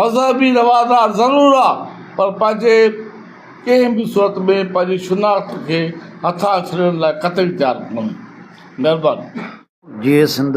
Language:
Sindhi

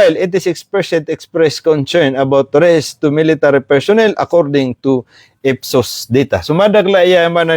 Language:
Maranao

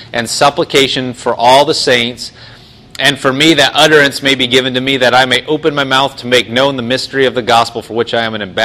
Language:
English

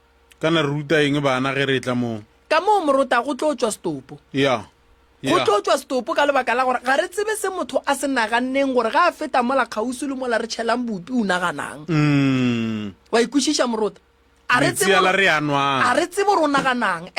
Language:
Northern Sotho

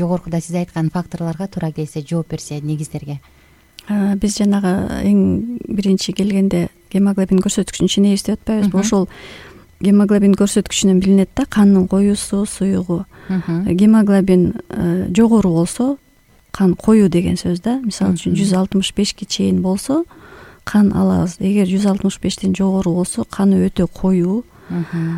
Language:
Kyrgyz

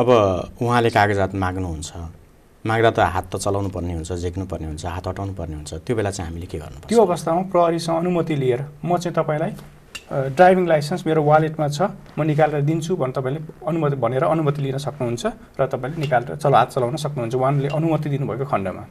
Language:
Nepali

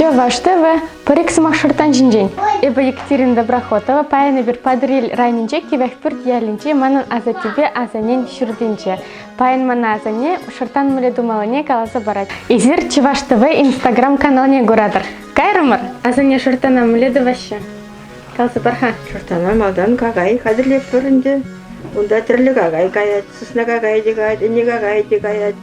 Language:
Chuvash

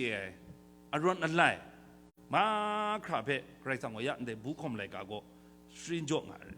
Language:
Kachin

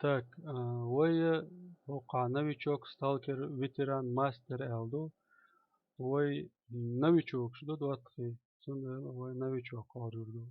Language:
Chechen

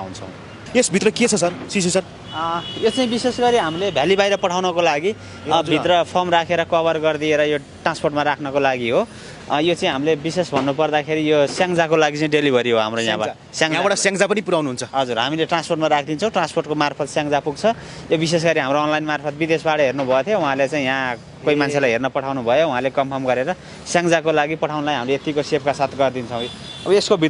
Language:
Nepali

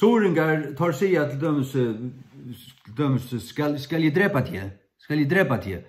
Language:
Faroese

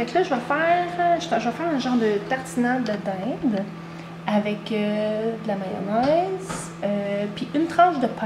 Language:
French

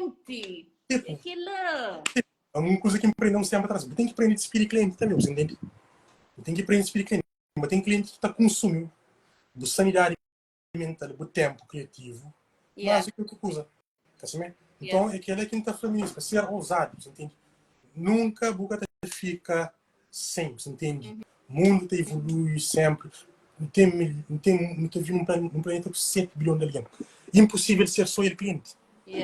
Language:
Kabuverdianu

